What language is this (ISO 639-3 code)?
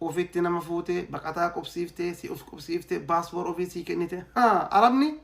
orm